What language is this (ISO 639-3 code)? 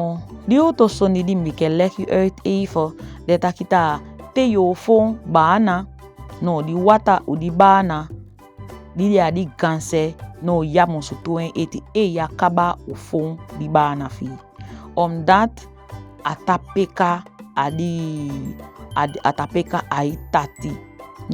srm